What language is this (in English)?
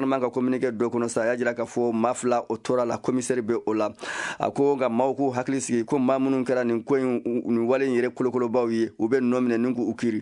Bambara